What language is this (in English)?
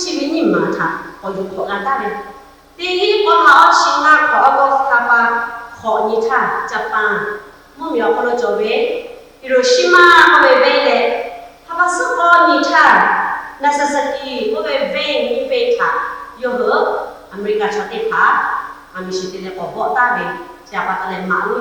Lahu